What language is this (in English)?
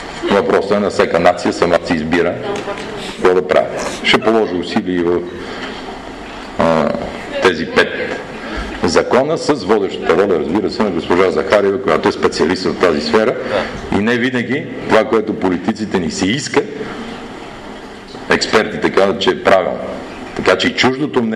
Bulgarian